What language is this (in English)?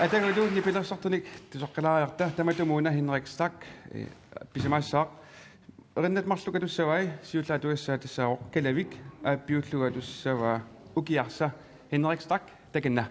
Kalaallisut